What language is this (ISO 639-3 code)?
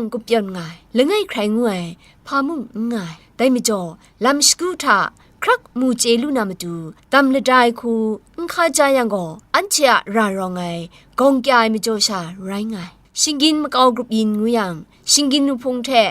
kac